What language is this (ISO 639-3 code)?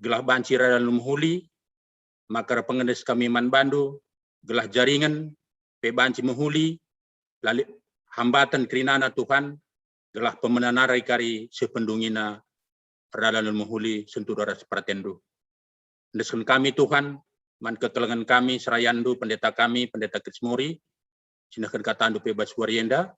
btx